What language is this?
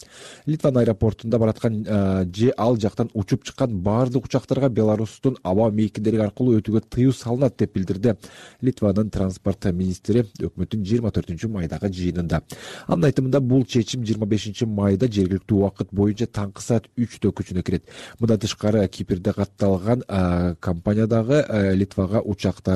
Kyrgyz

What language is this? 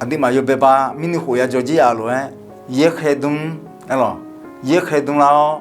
Akha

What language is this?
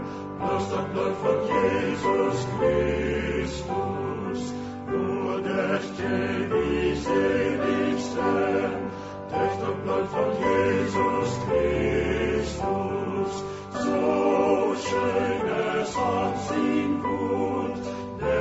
Plautdietsch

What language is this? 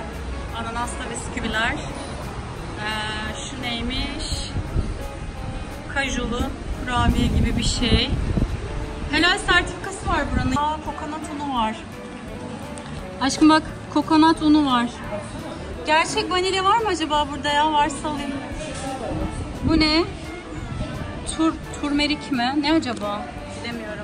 Turkish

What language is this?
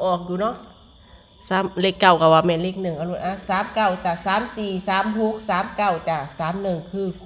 Northeastern Thai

